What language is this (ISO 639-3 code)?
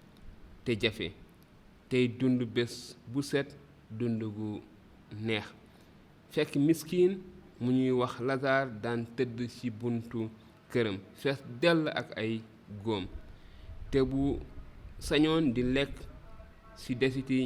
wol